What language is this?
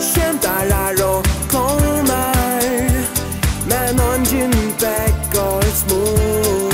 Faroese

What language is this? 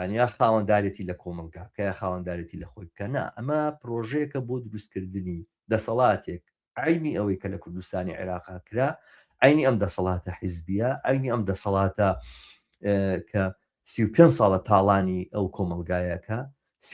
Central Kurdish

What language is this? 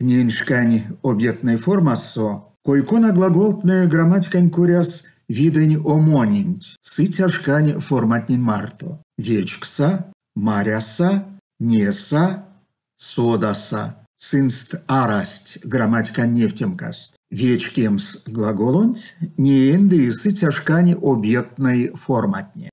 Erzya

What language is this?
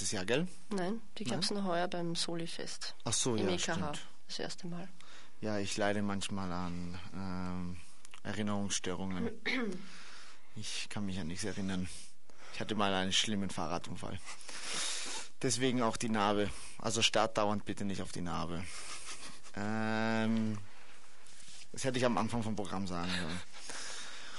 German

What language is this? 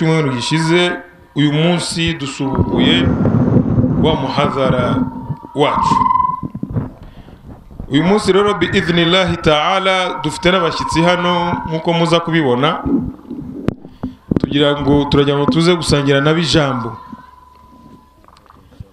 Kinyarwanda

